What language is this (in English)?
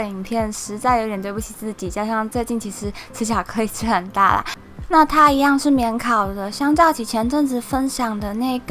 Chinese